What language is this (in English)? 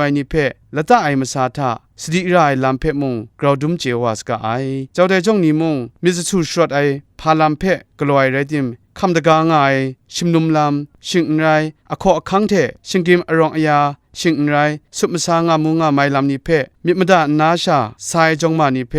Kachin